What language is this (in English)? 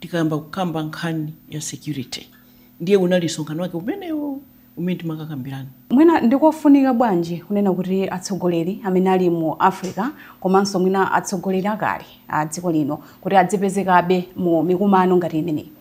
Nyanja